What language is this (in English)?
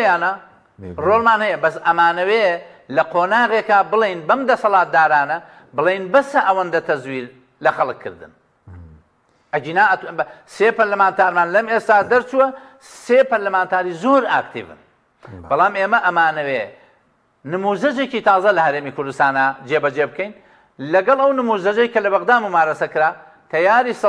Central Kurdish